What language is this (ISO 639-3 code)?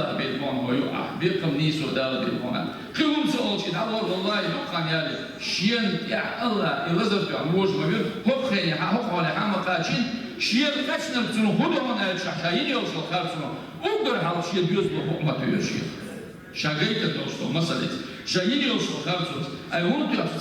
che